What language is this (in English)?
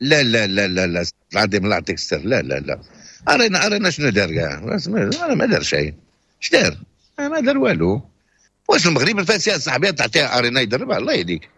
Moroccan Arabic